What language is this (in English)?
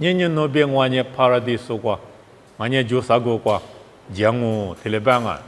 Lisu